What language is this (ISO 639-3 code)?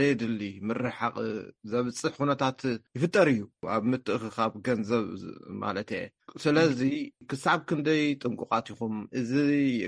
tir